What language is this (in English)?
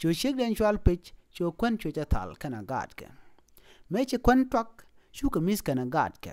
Nuer